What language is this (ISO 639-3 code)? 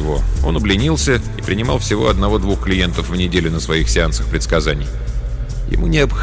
rus